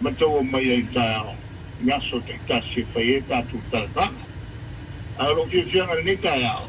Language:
Samoan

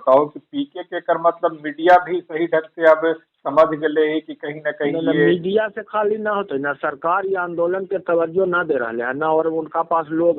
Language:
Magahi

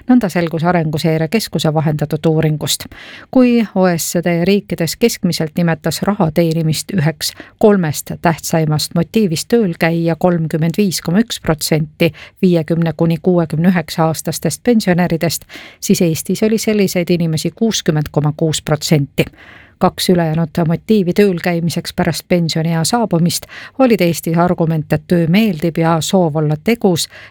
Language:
Estonian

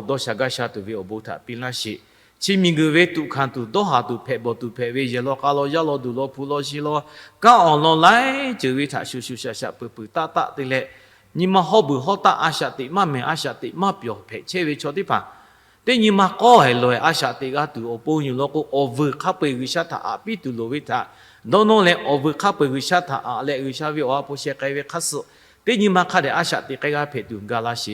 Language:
Lahu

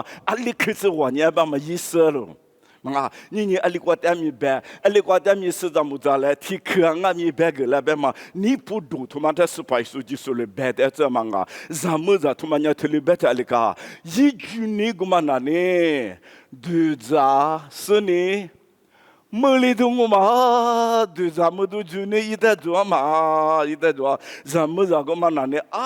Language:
Lisu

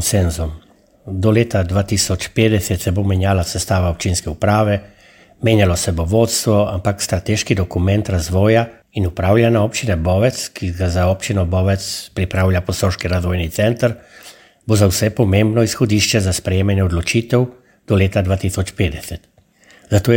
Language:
Slovenian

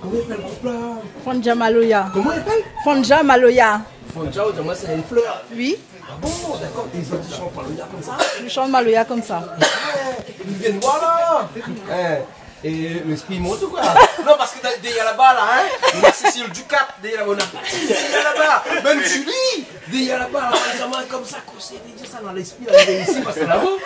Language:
Réunion Creole French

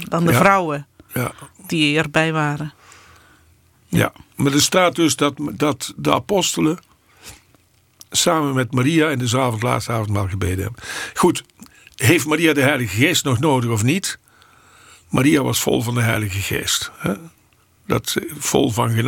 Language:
Dutch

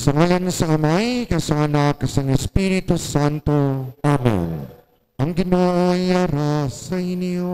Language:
Hiligaynon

